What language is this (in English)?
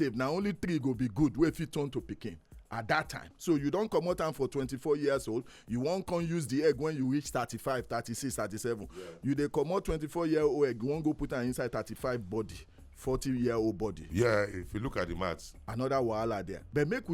Nigerian Pidgin